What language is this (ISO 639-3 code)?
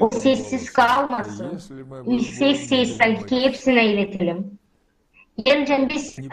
gag